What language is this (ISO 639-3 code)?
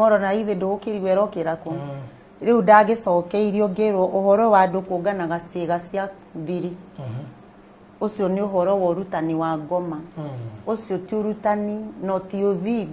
kik